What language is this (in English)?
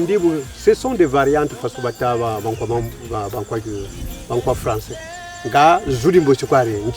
Kongo